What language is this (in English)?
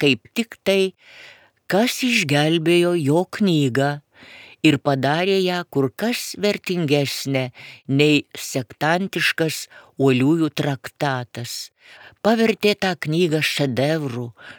Lithuanian